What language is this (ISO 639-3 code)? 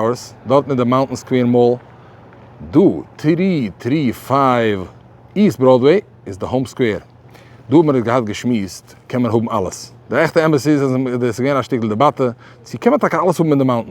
yid